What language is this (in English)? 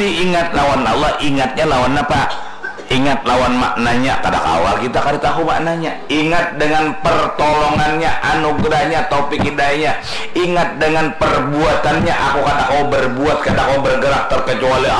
Banjar